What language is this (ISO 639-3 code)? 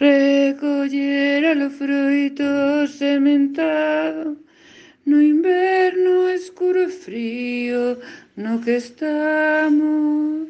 glg